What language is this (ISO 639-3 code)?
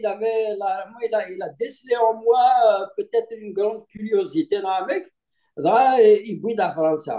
kab